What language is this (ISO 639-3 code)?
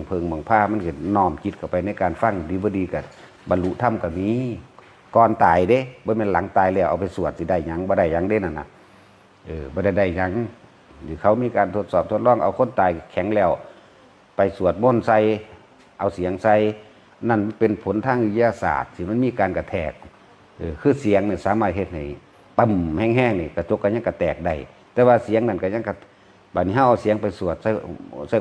lao